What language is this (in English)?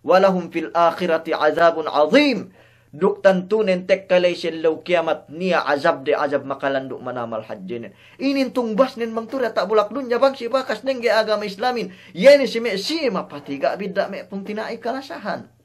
Yakan